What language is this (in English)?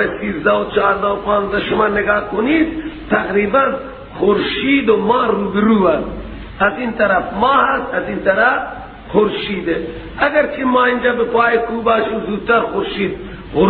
Persian